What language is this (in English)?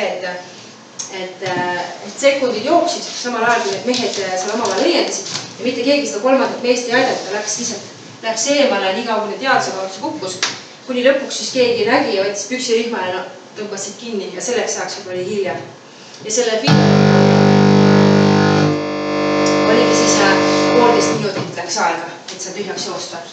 Estonian